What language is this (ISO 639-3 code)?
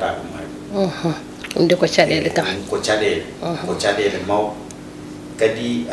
ful